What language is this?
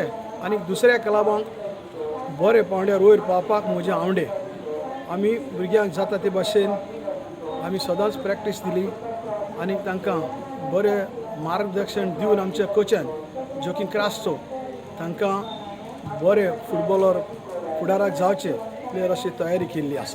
Konkani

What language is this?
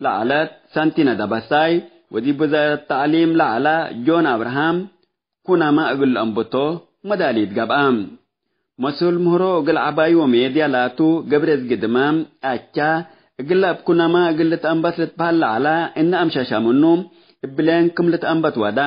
Tigre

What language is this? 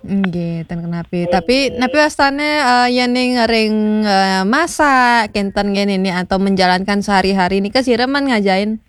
Balinese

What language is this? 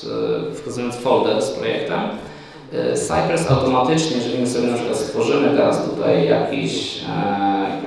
Polish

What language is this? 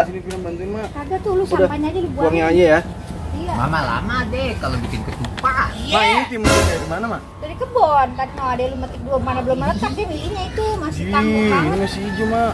Betawi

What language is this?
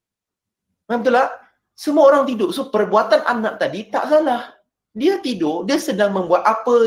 Malay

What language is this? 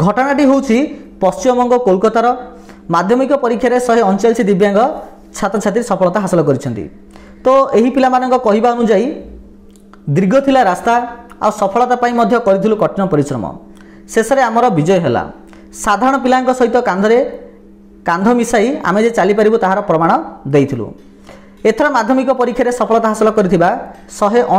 Odia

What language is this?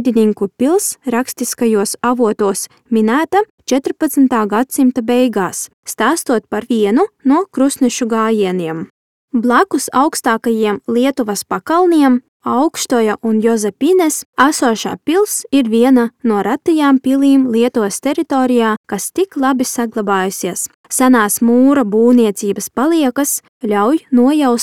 Latvian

